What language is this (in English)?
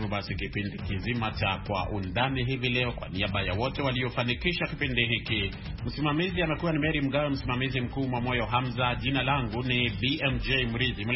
Swahili